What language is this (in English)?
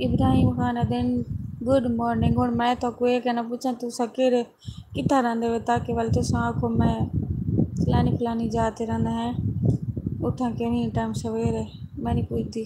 Saraiki